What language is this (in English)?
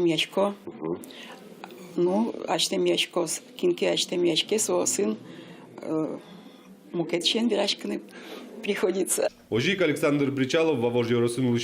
Udmurt